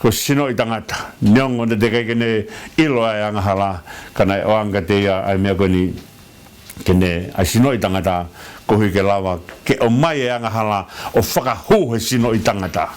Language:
Tongan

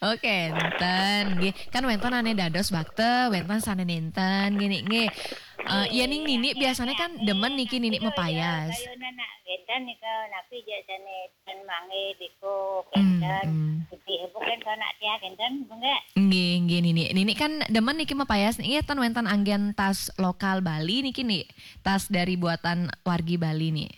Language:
Balinese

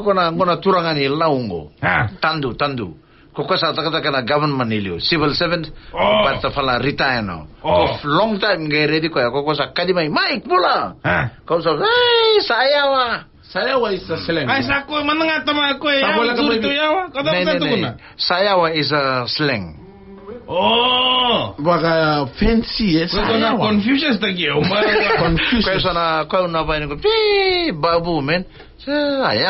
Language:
Fijian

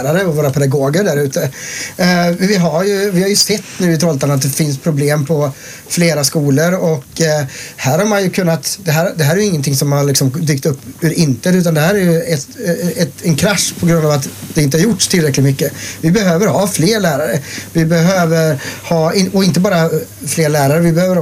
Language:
Swedish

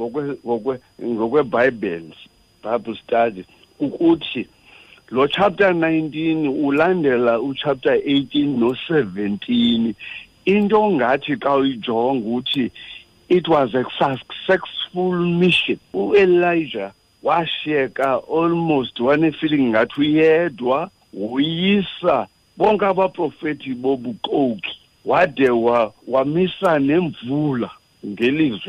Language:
Xhosa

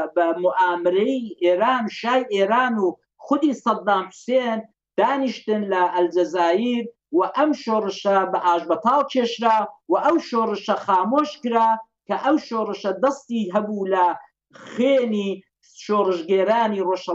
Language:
Central Kurdish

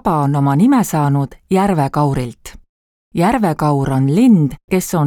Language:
Estonian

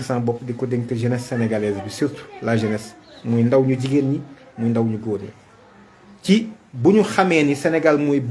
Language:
Wolof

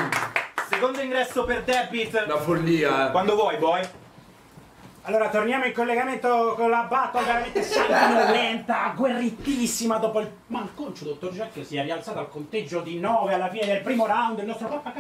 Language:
Italian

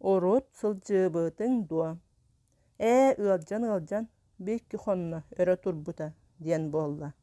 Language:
Yakut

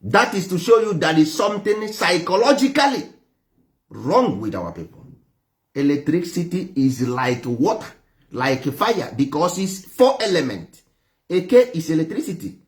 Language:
Igbo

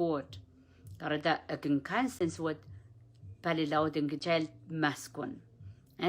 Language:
Pohnpeian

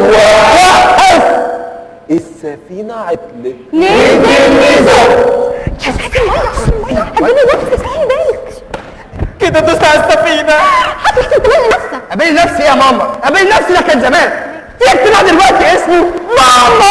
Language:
Egyptian Arabic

